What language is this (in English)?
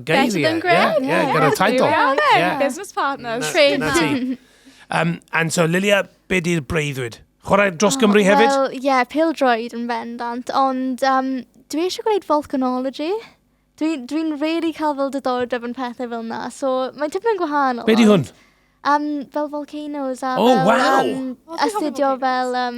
Welsh